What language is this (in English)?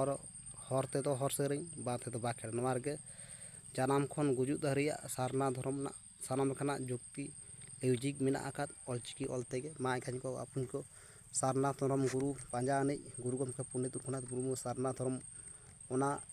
Santali